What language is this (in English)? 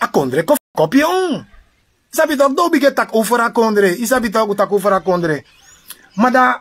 Sranan Tongo